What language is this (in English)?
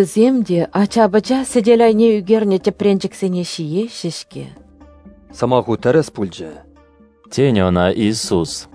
Chuvash